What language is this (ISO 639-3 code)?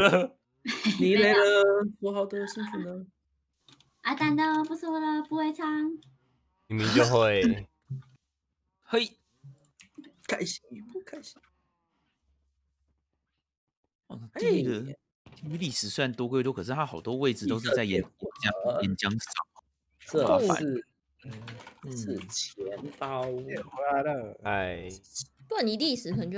zho